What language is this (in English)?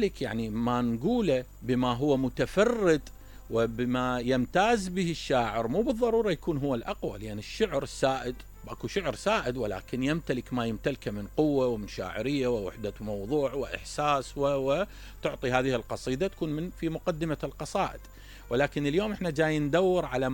Mesopotamian Arabic